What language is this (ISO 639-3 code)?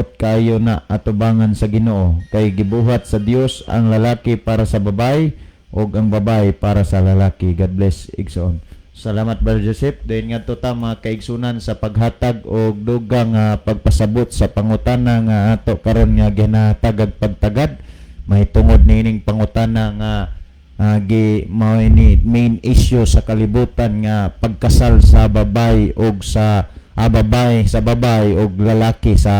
ceb